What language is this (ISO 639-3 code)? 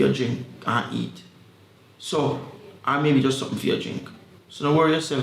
jam